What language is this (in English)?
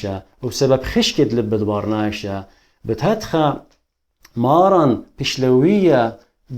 Assyrian Neo-Aramaic